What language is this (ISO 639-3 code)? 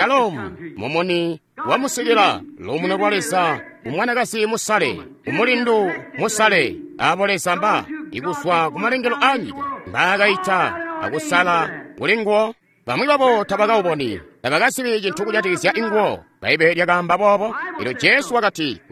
toi